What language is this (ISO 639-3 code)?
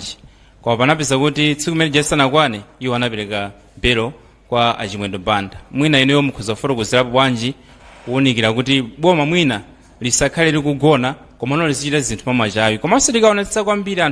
nya